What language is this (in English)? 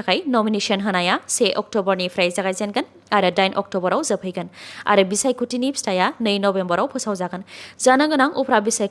Bodo